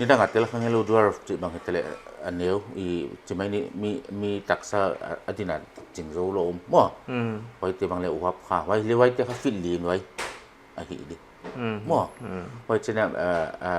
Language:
Paite Chin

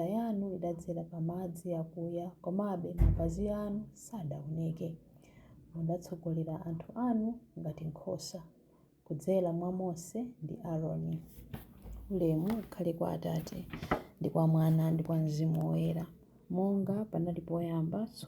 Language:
Nyanja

